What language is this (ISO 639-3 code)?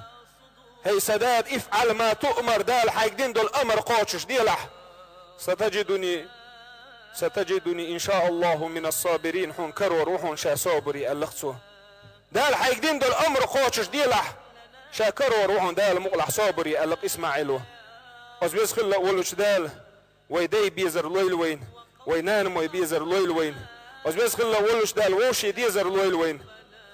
che